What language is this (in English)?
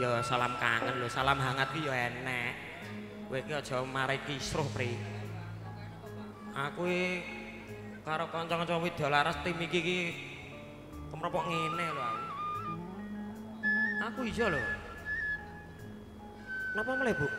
Javanese